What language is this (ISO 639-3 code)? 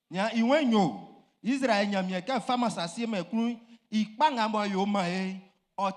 bci